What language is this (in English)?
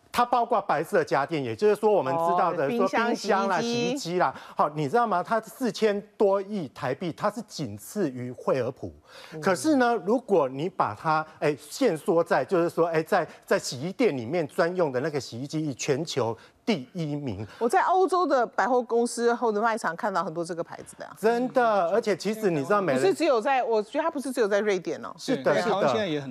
Chinese